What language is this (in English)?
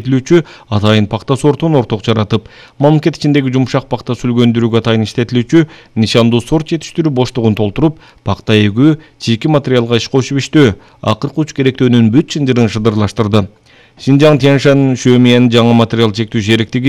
Kyrgyz